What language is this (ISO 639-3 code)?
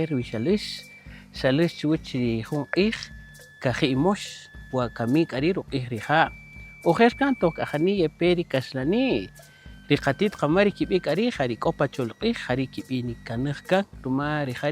cak